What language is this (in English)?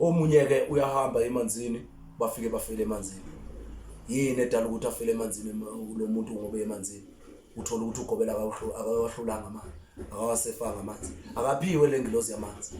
Zulu